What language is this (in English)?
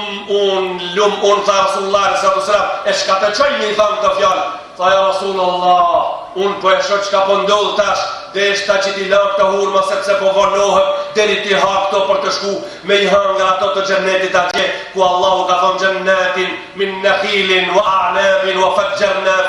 Albanian